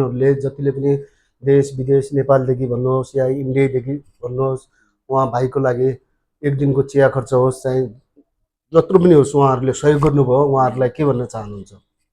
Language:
Nepali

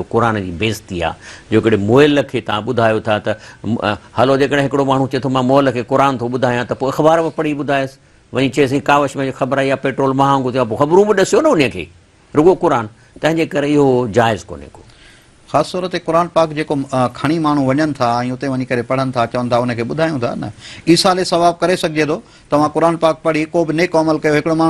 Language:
Sindhi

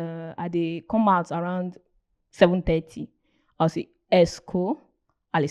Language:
Nigerian Pidgin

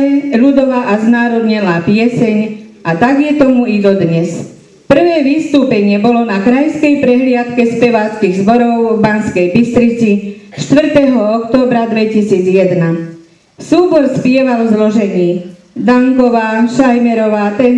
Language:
Slovak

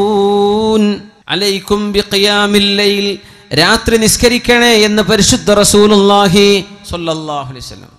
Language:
Malayalam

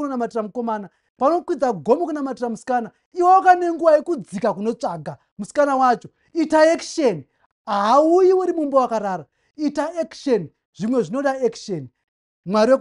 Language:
Shona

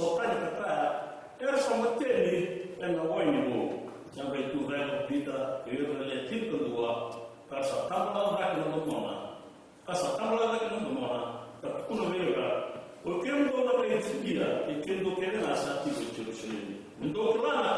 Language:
Fijian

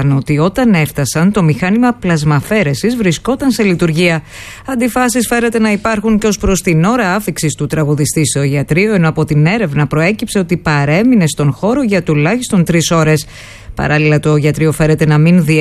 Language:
Greek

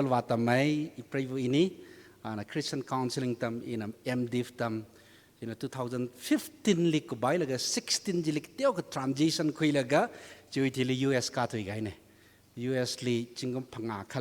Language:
Tangkhul Naga (India)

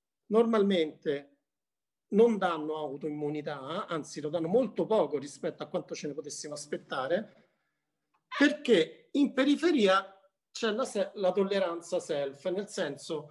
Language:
Italian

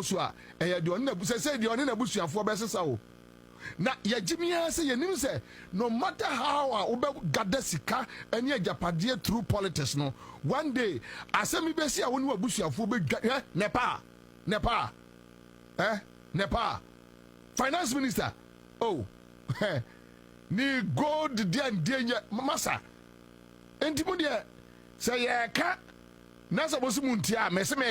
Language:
Akan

